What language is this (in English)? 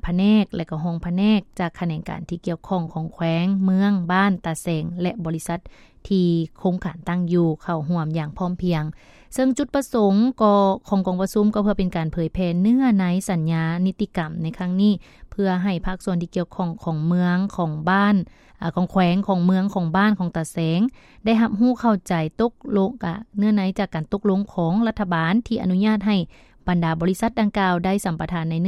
Lao